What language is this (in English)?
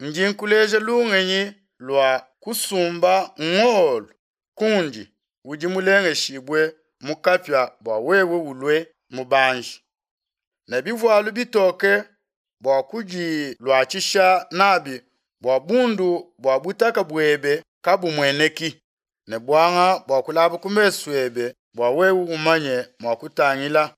Luba-Lulua